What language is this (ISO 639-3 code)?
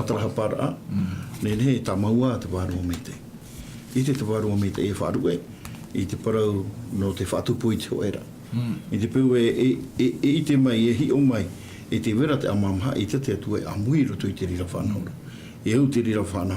tah